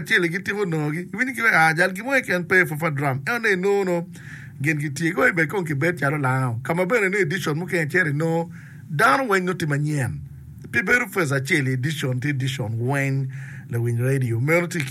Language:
Acoli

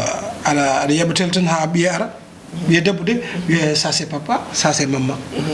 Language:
Fula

